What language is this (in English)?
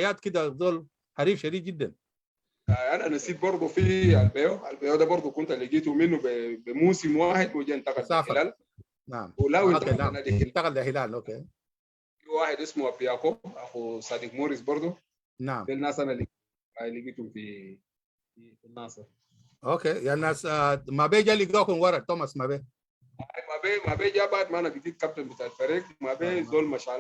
Sudanese Arabic